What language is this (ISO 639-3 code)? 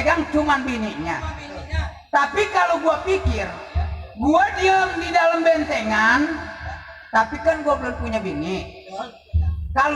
bew